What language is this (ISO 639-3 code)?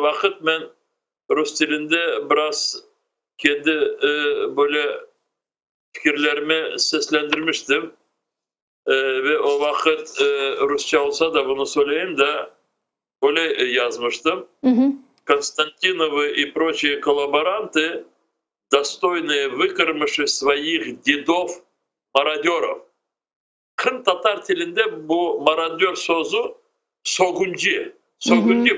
crh